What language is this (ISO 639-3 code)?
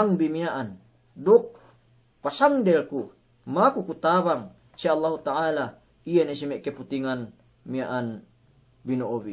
yka